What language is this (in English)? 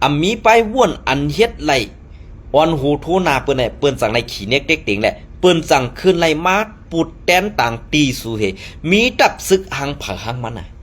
Shan